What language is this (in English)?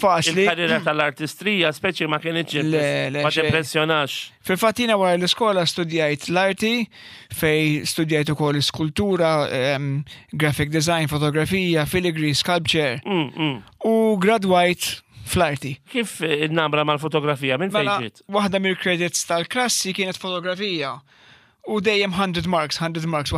Maltese